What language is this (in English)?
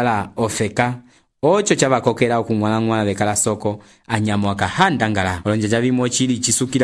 Umbundu